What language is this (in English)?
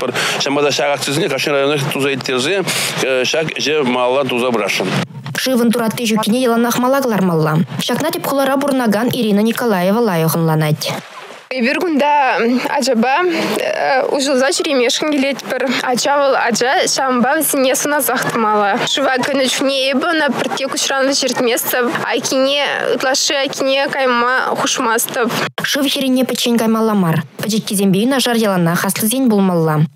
Chuvash